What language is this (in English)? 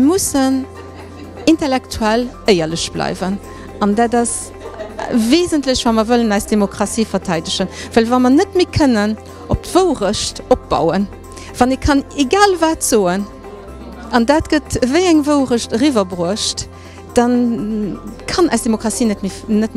Luxembourgish